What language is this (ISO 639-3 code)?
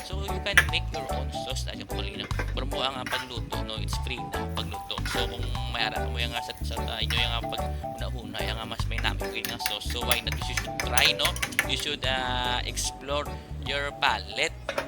hil